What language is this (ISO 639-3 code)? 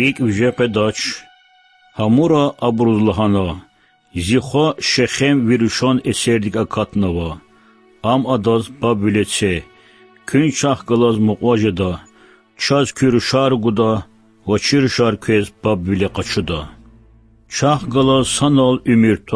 lez